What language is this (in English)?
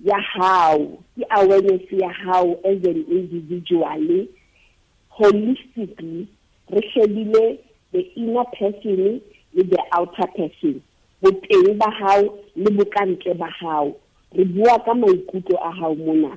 Southern Sotho